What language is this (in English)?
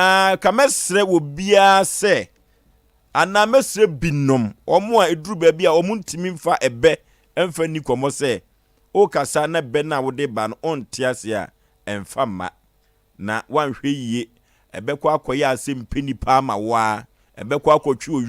Akan